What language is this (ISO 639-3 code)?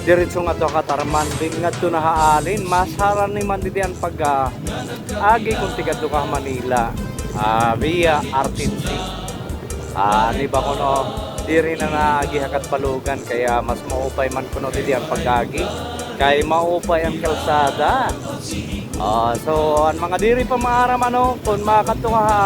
war